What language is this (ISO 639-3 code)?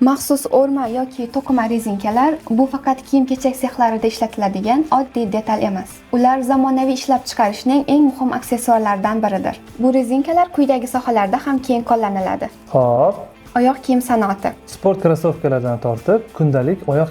uzb